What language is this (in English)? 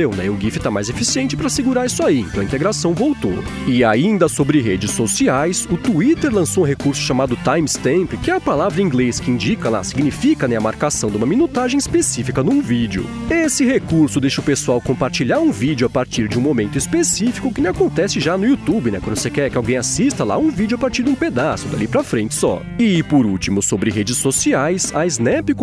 Portuguese